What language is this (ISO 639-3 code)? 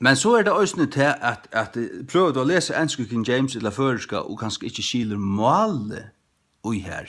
fao